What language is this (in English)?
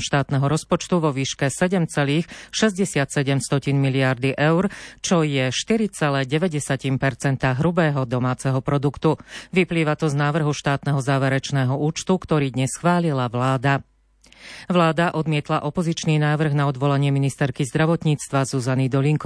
Slovak